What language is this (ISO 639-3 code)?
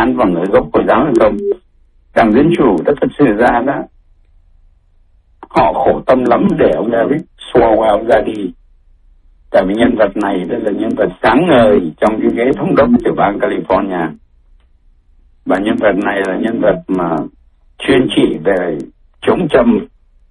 vie